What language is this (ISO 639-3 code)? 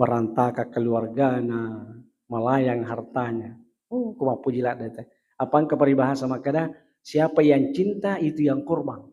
bug